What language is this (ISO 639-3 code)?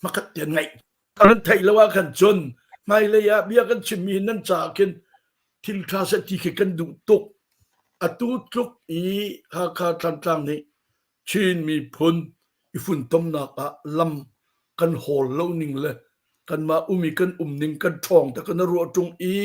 cnh